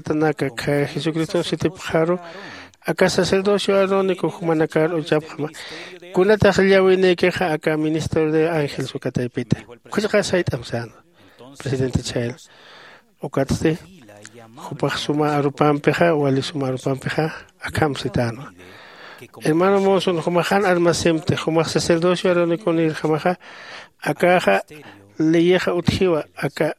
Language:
Aymara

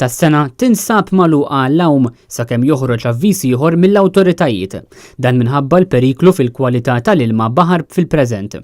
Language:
Maltese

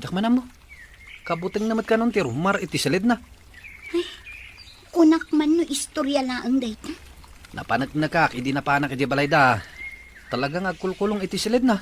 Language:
Iloko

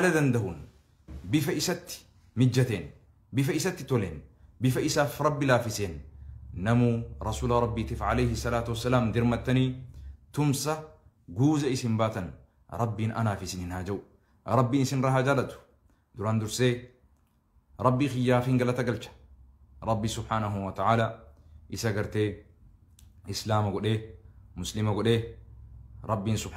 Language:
Oromo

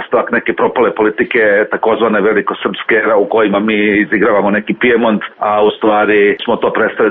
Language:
Serbian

